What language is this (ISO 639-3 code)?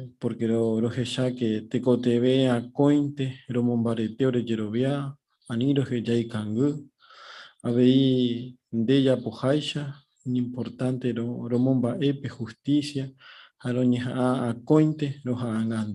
grn